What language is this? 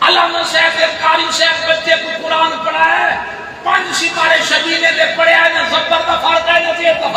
Saraiki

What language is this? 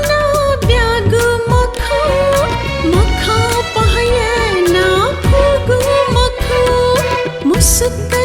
Newari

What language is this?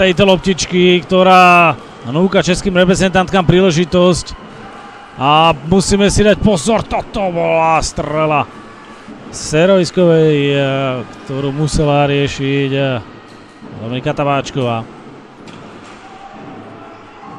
Slovak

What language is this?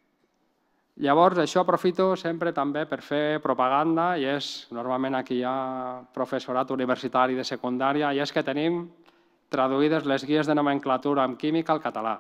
Catalan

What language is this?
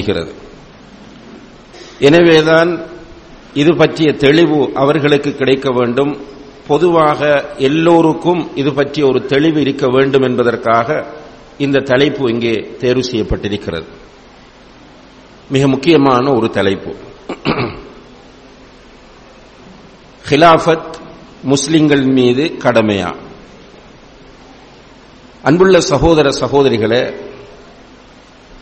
Tamil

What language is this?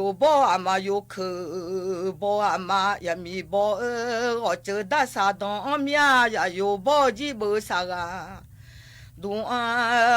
Akha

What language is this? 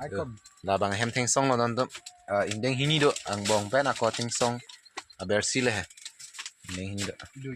Karbi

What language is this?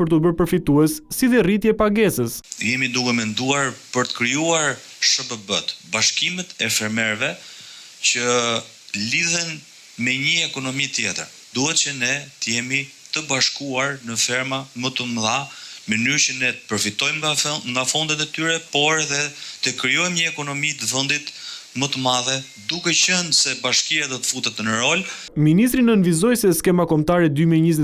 Albanian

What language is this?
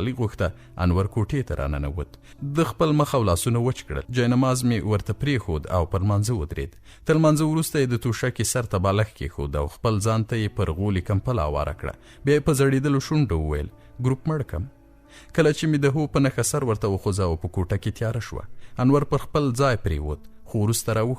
Pashto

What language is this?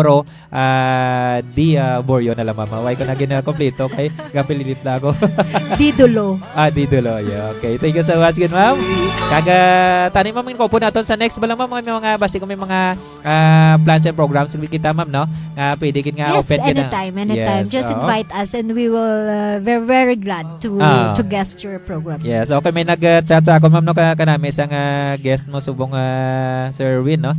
Hiligaynon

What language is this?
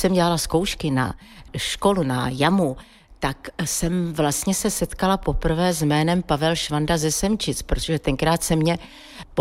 Czech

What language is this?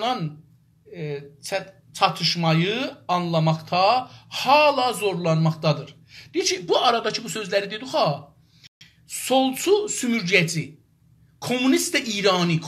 South Azerbaijani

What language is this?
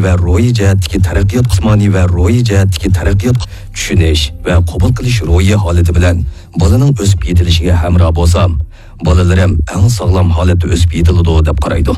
Uyghur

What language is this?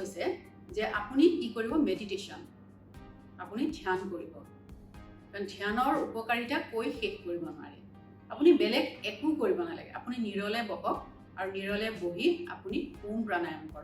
Assamese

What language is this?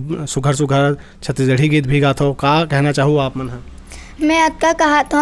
Chhattisgarhi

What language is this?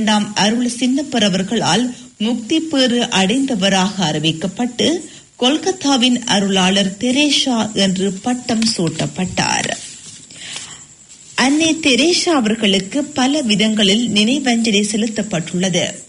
Tamil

